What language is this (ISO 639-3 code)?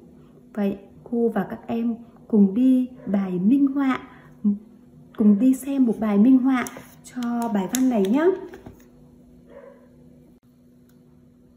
vie